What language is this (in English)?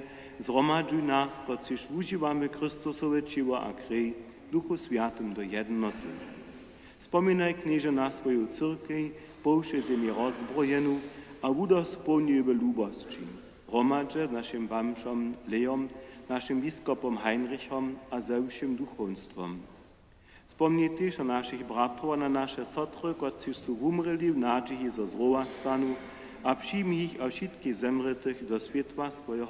Upper Sorbian